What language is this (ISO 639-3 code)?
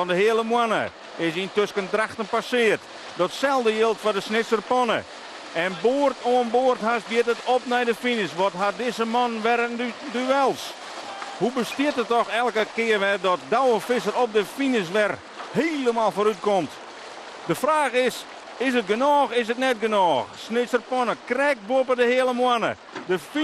fry